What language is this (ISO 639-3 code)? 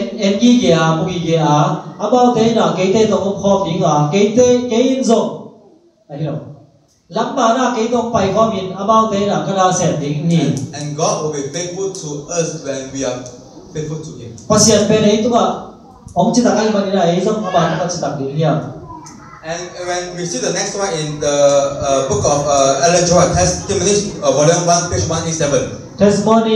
ctd